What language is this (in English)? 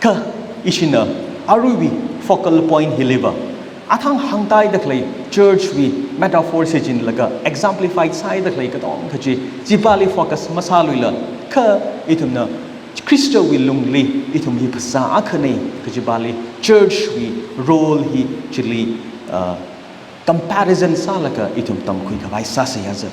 Tangkhul Naga (India)